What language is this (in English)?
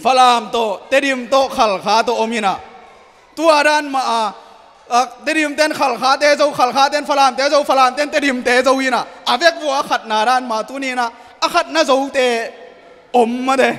Tedim Chin